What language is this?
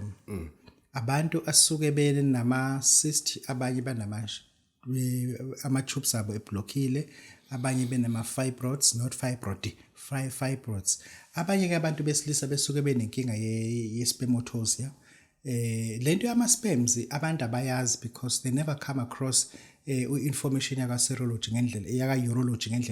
Zulu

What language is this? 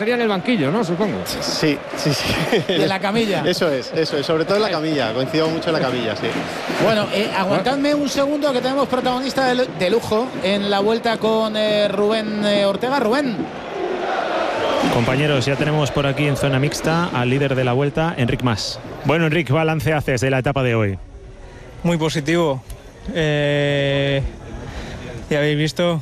Spanish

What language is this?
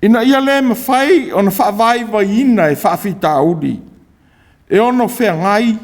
Samoan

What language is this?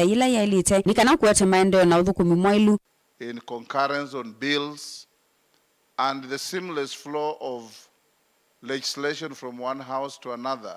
Kamba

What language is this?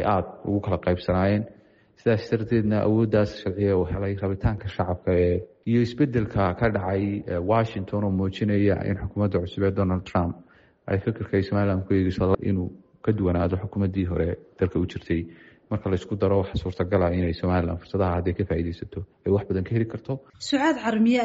Somali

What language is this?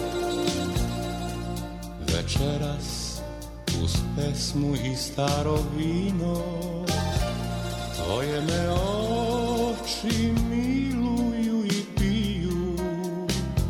Serbian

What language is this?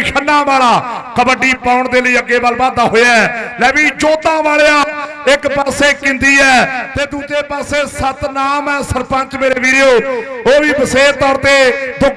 Punjabi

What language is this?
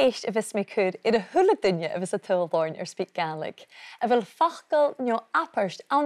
Scottish Gaelic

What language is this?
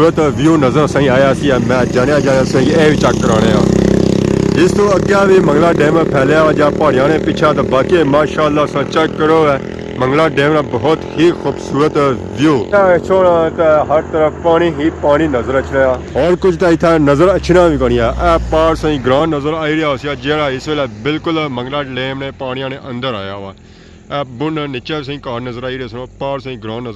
Pahari-Potwari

